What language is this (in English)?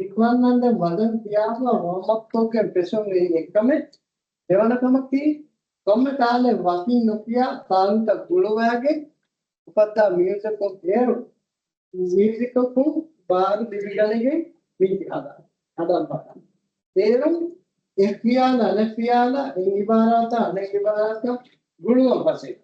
Divehi